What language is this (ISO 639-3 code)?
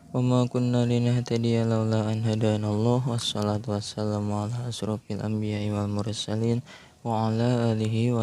sun